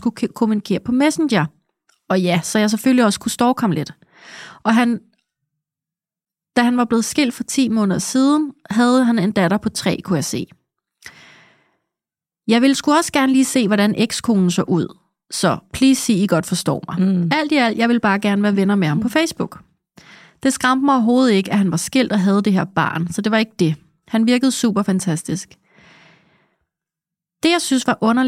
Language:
Danish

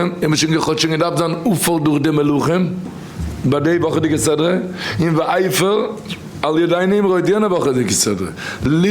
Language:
Yiddish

